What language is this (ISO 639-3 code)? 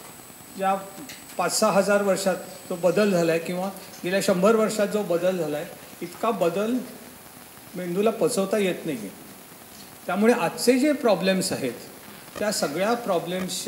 mar